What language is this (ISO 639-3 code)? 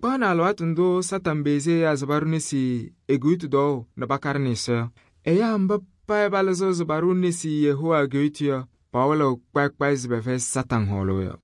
kbp